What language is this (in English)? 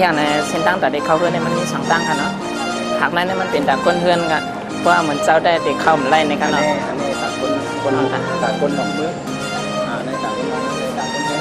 Shan